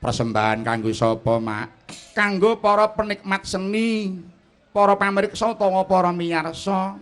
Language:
Javanese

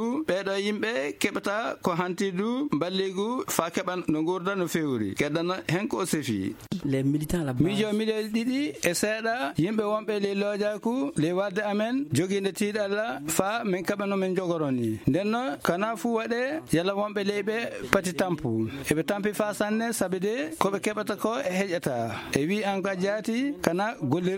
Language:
Fula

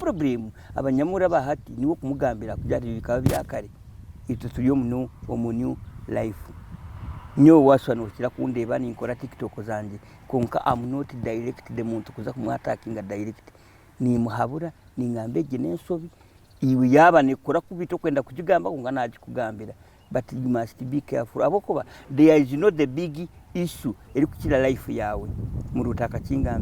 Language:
Nyankole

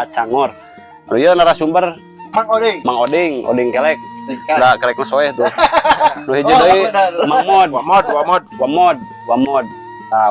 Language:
Sundanese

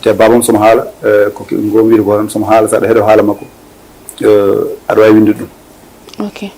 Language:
Fula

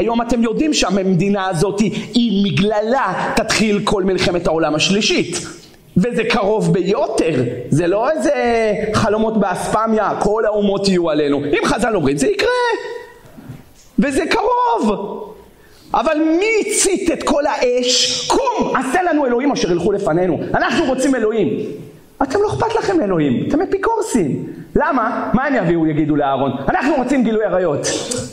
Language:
Hebrew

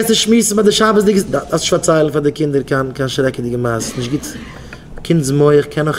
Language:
Yiddish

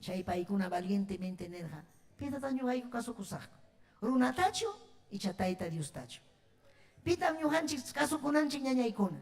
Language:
Ayacucho Quechua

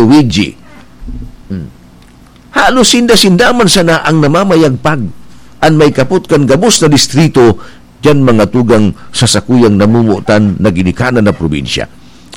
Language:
Bikol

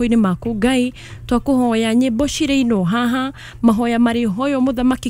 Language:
Kikuyu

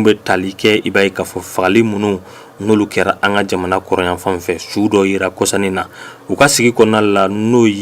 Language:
Bambara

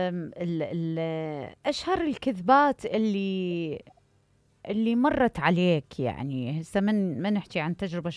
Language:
Mesopotamian Arabic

